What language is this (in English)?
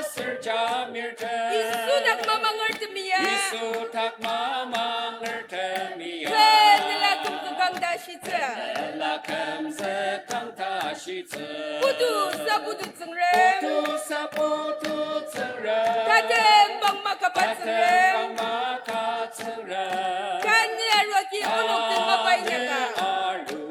Ao Naga